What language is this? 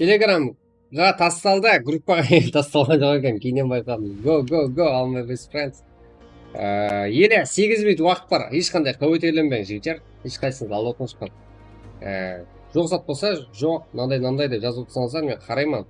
Kara-Kalpak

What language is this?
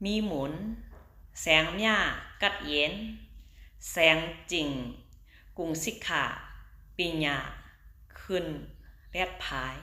Shan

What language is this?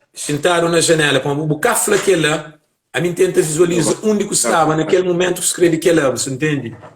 Kabuverdianu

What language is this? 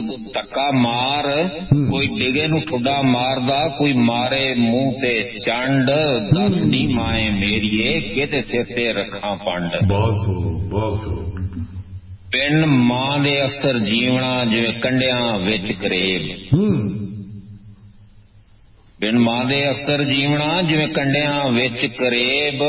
Punjabi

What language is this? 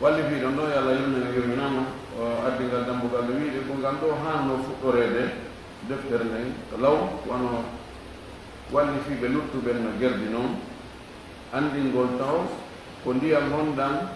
Fula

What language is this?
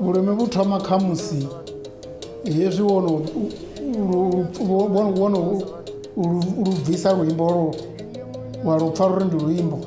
Venda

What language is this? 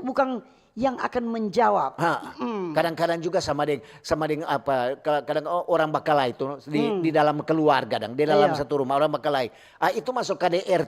Manado Malay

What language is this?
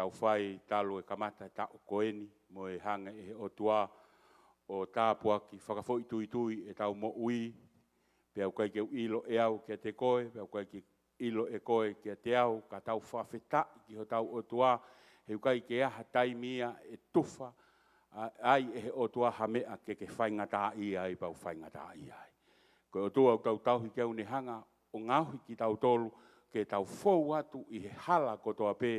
Tongan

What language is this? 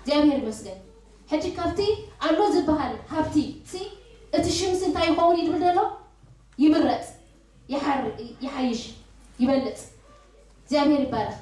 Tigrinya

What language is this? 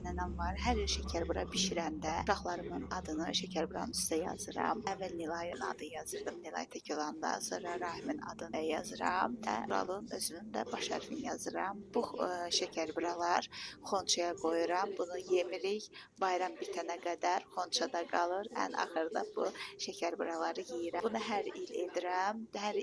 Azerbaijani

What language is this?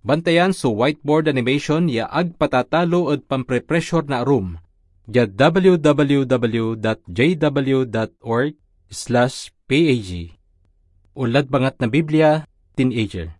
Pangasinan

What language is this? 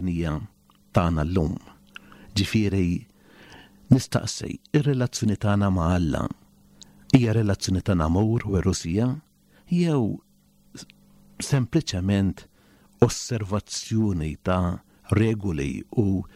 Maltese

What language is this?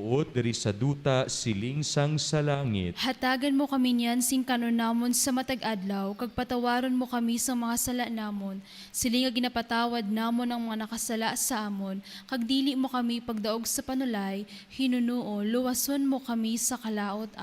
Hiligaynon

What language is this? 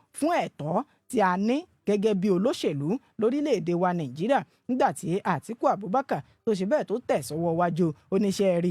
Yoruba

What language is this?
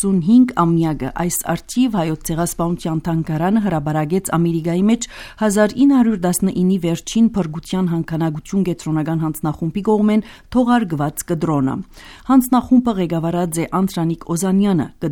Armenian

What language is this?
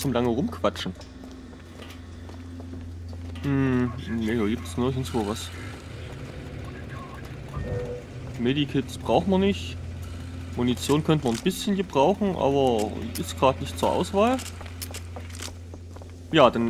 German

